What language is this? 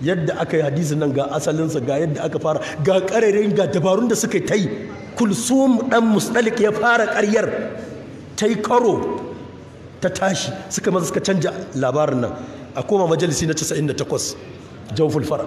Hausa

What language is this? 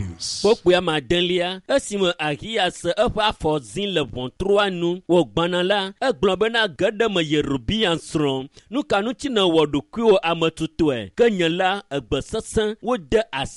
Ewe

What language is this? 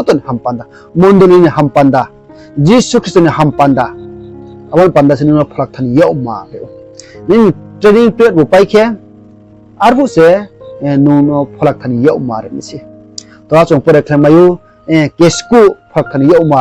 Riang (India)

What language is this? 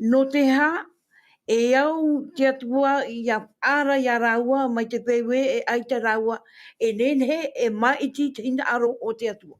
Tahitian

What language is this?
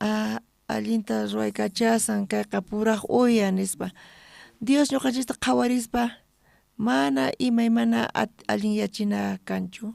South Bolivian Quechua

